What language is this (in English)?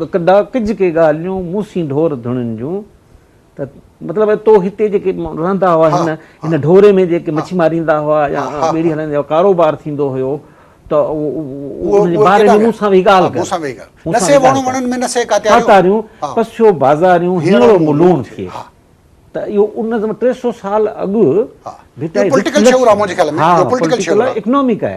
Sindhi